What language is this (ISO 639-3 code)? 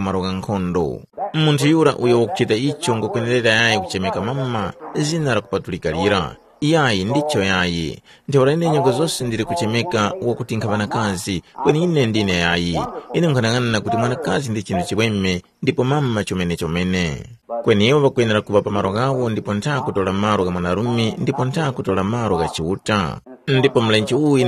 tum